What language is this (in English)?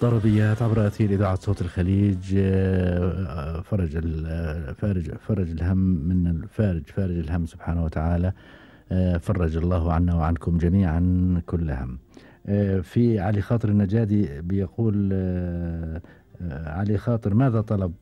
Gulf Arabic